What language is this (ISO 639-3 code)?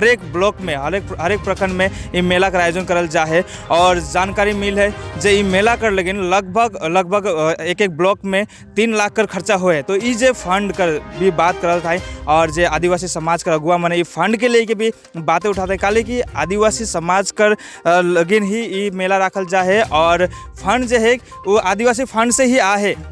sck